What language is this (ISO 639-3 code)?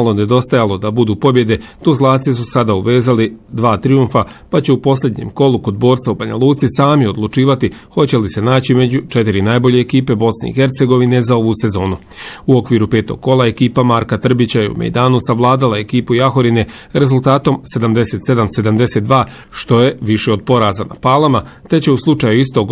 bos